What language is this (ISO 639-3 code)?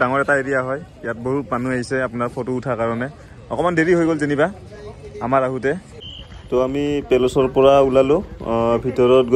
asm